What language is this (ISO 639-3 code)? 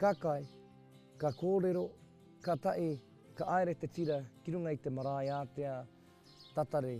mri